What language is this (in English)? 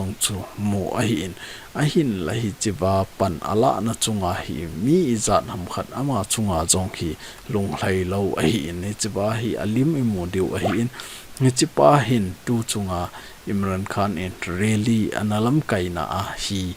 Thado Chin